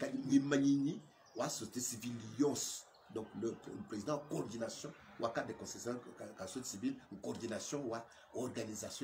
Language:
Luba-Lulua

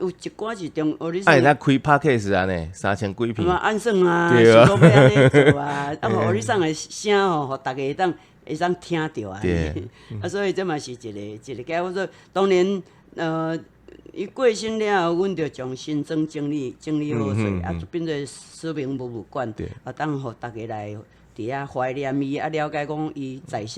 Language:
Min Nan Chinese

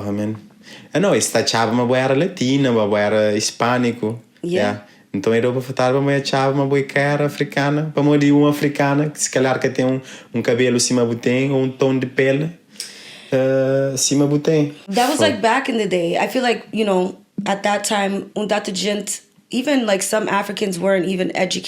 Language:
Kabuverdianu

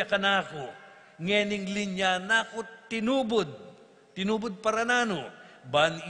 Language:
Pampanga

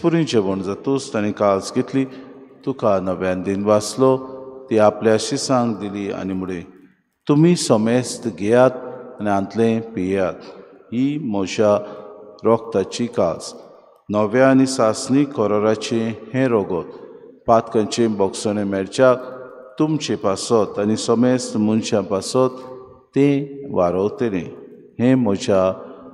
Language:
Konkani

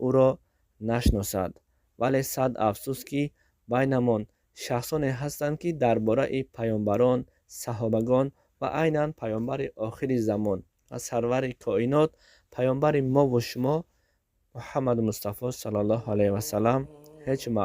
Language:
Tajik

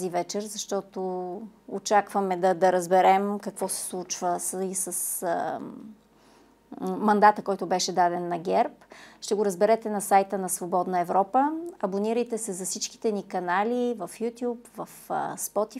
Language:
Bulgarian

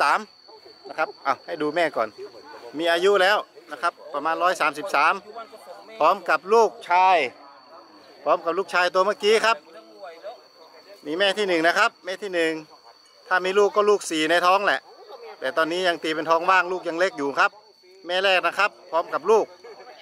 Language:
Thai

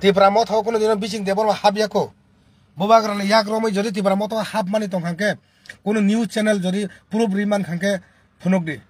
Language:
Kok Borok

